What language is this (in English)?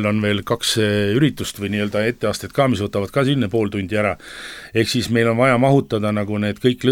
Estonian